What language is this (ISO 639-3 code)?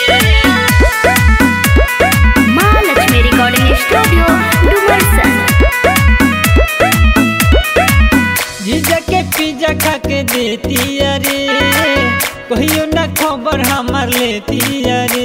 bho